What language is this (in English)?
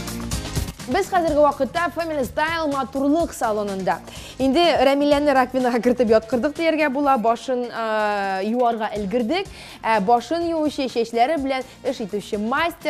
Tatar